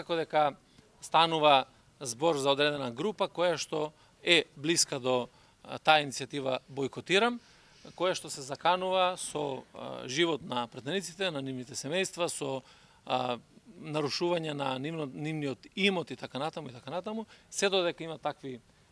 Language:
Macedonian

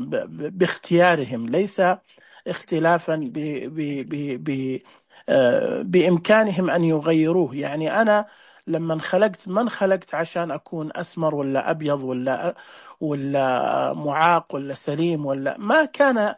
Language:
Najdi Arabic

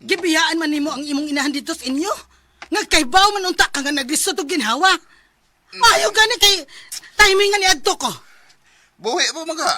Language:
Cebuano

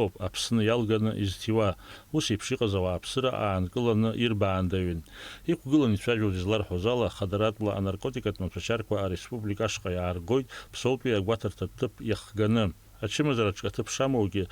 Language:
Abkhazian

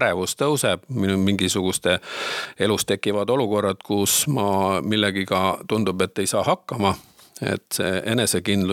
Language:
Estonian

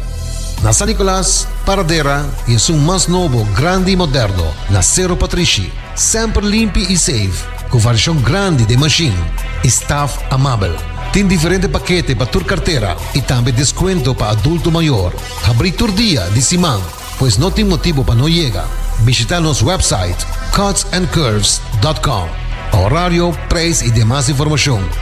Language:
Papiamento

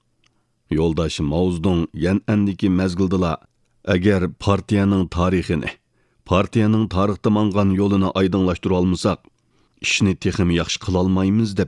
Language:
Uyghur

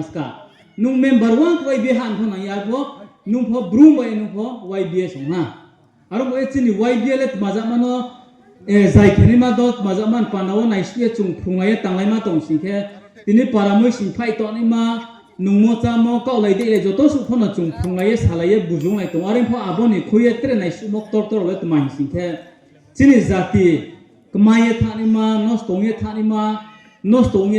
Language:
Riang (India)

